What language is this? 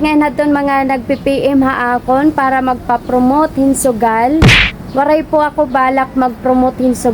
Waray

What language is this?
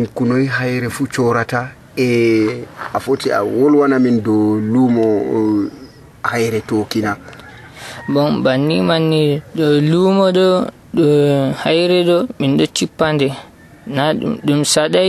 Nigerian Fulfulde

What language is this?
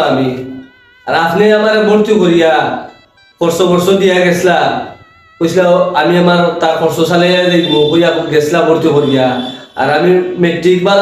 Sylheti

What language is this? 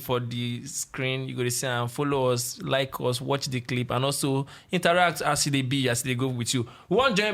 Nigerian Pidgin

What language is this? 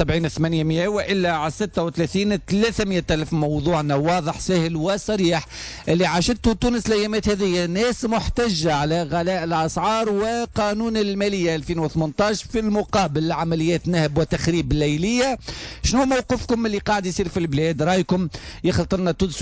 Tunisian Arabic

